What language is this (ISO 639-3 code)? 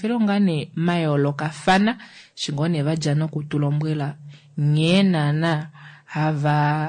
kua